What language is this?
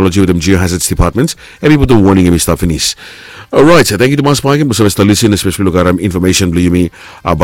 Bislama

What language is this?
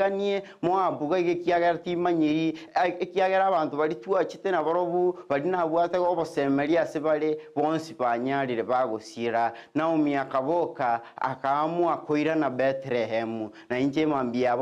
Gusii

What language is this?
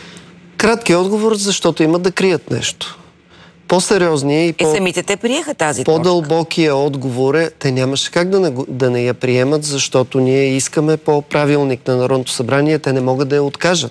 Bulgarian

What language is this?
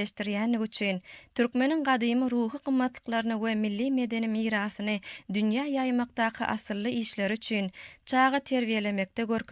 Turkmen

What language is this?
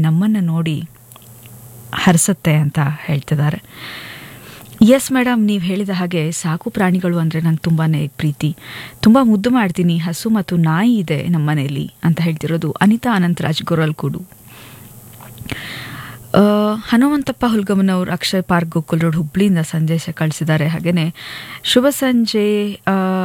Kannada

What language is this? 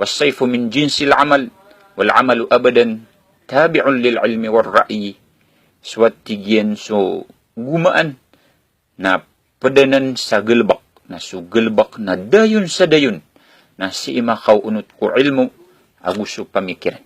Maranao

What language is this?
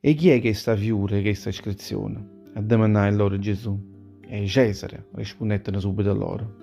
Neapolitan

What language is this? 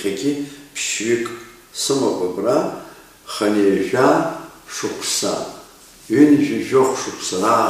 Abkhazian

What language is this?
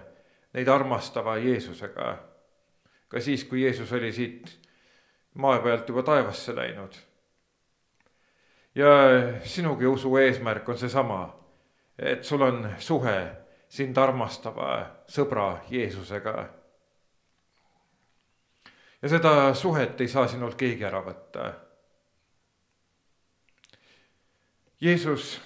Estonian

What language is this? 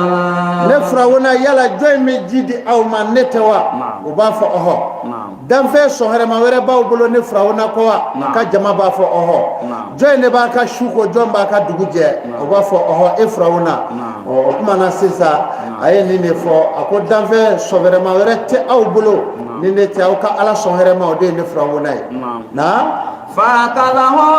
Bambara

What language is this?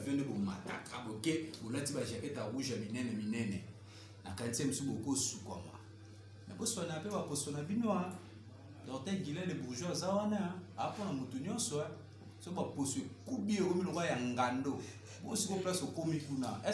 Lingala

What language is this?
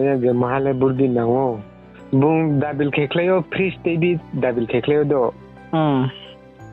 Riang (India)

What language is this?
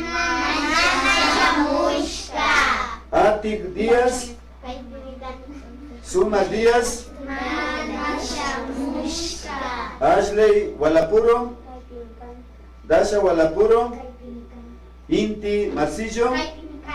Imbabura Highland Quichua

